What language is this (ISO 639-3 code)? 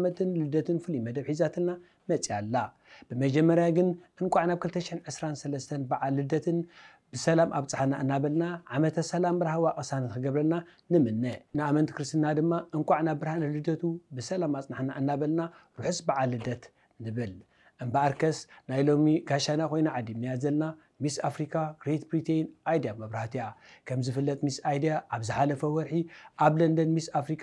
tir